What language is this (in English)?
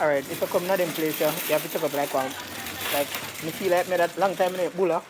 Jamaican Creole English